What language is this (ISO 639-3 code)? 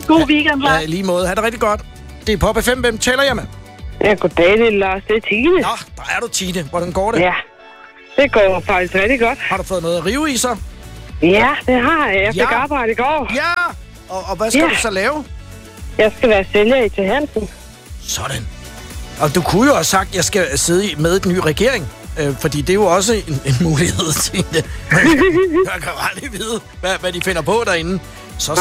dan